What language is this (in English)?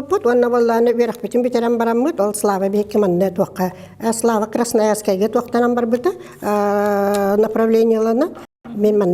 Yakut